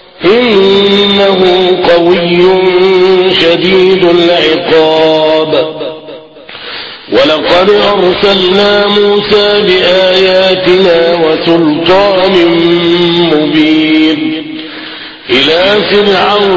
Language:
Arabic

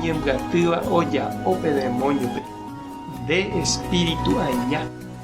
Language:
Guarani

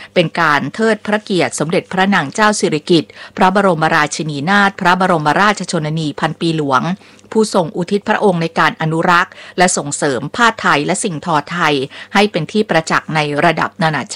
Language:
Thai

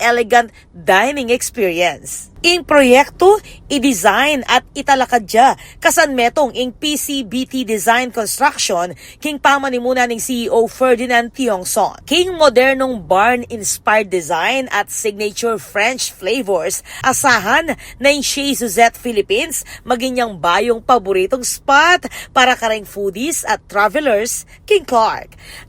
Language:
Pampanga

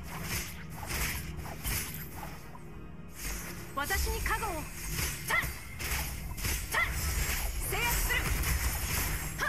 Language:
Malay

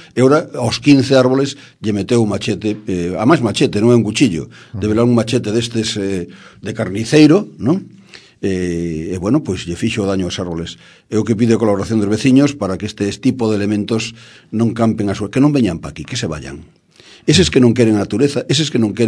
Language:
Galician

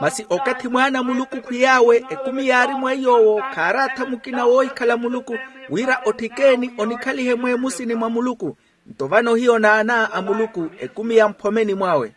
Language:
Makhuwa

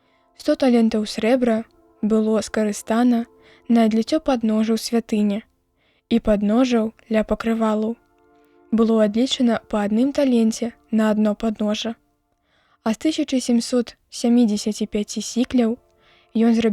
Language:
Belarusian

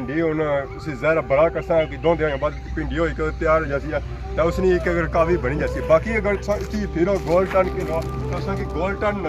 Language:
Pahari-Potwari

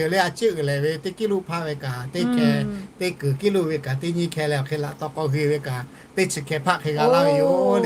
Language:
Lahu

